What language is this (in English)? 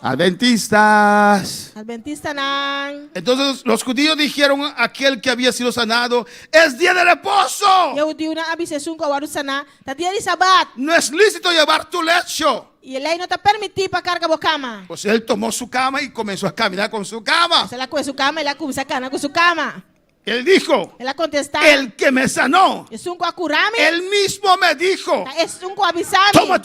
Papiamento